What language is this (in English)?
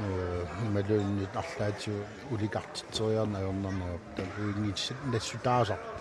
Kalaallisut